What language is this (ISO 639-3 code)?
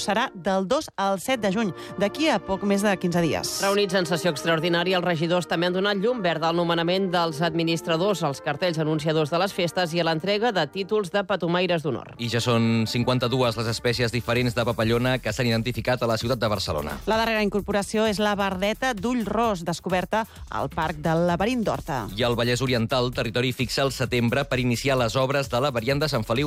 cat